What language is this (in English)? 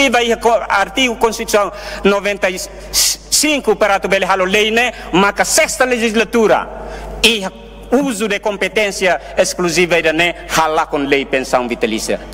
Tetum